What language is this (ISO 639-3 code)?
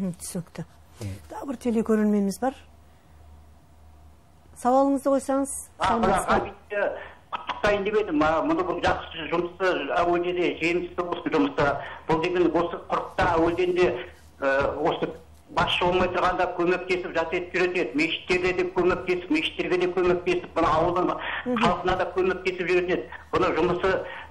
kaz